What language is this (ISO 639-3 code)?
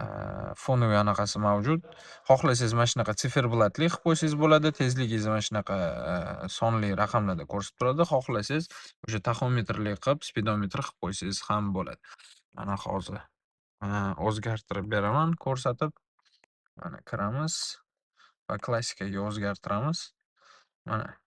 uzb